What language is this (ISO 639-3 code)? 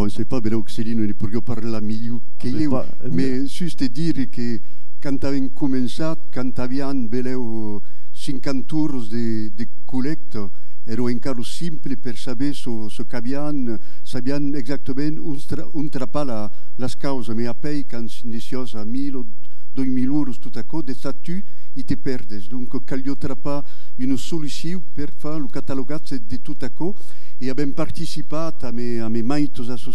oci